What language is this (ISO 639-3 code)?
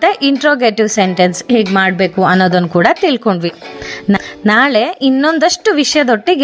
kan